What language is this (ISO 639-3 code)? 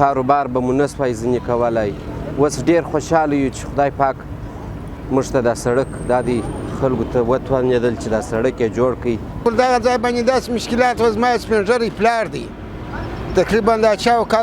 pus